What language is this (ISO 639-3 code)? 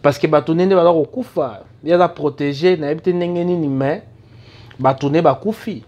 lin